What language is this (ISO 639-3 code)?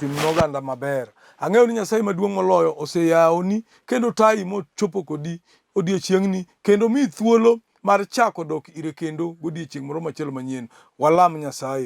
luo